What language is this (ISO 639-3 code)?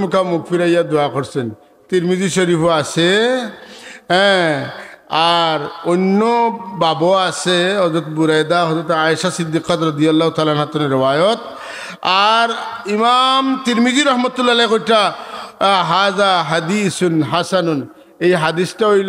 syl